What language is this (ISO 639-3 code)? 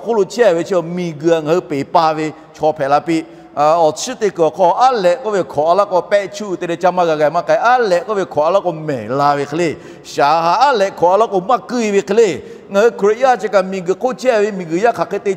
lhu